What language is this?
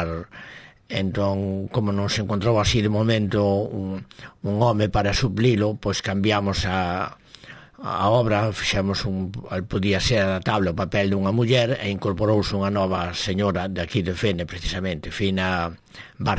Galician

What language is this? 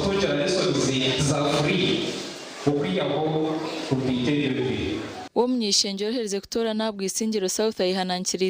Nyankole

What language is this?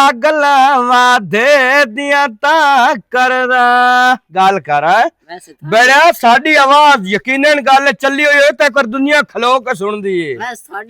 Western Panjabi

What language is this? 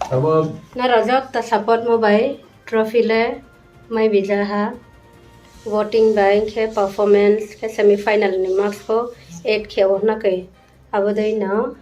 Riang (India)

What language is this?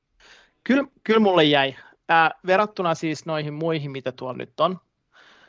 Finnish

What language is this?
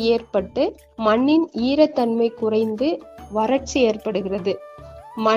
Tamil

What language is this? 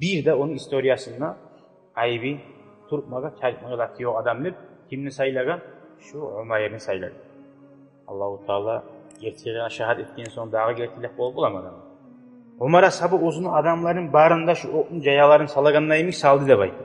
Kumyk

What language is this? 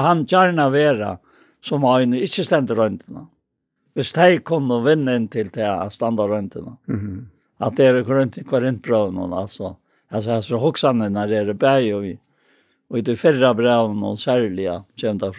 Faroese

